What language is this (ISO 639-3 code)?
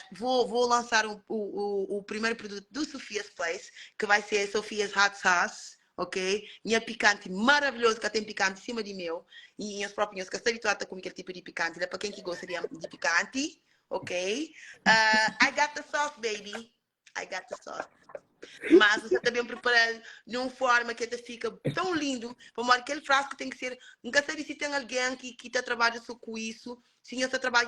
kea